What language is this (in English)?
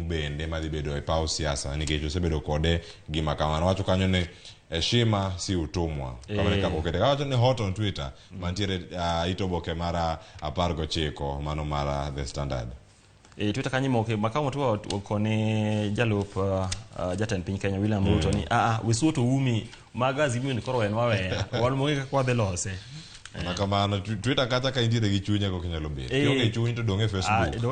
Luo (Kenya and Tanzania)